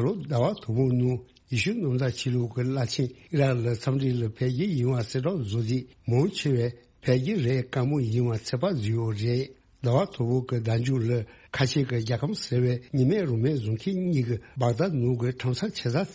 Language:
Tibetan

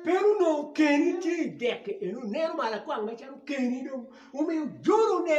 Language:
Acoli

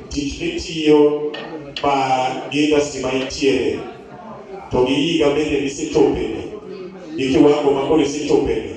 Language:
Luo (Kenya and Tanzania)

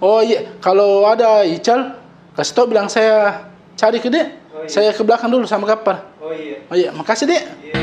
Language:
Makassar Malay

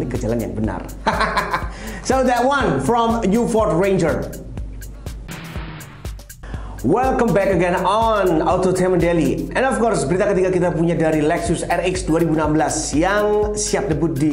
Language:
Indonesian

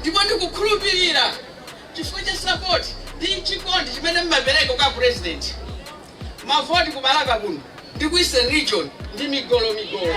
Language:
Nyanja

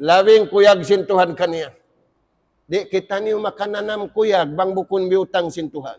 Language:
Tausug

